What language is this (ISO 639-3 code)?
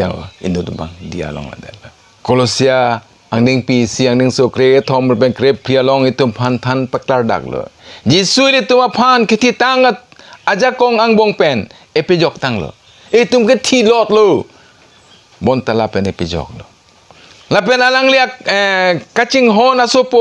mjw